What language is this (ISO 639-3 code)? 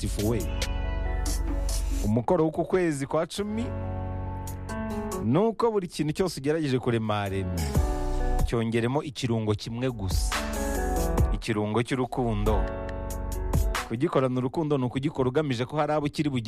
kin